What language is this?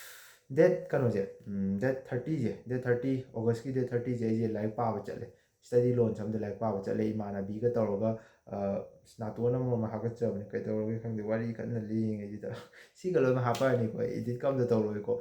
Manipuri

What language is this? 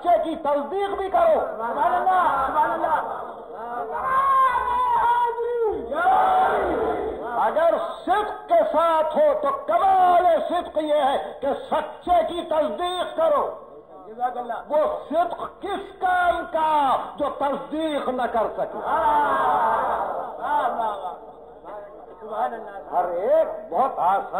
Urdu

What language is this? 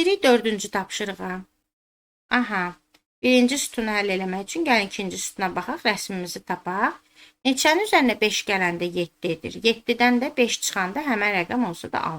Azerbaijani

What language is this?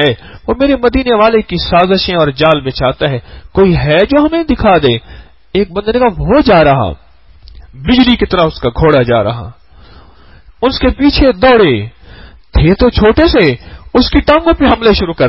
Urdu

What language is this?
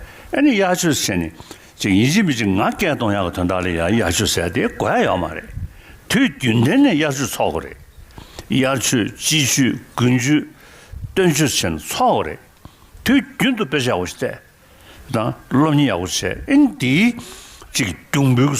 Tibetan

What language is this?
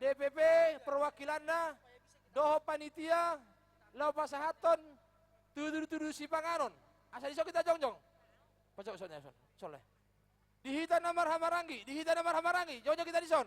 Batak Toba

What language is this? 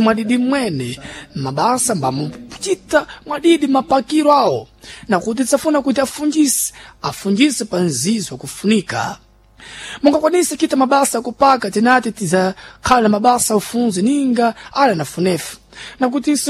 Sena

